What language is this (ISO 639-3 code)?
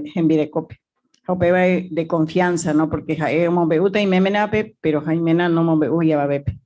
grn